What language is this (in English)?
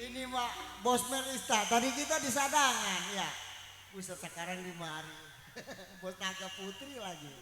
Betawi